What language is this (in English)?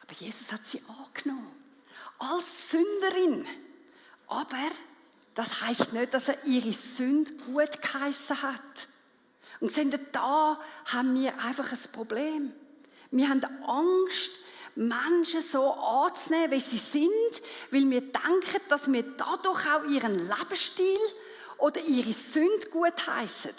Swiss German